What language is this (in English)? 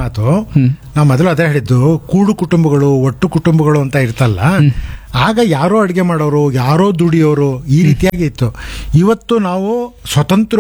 Kannada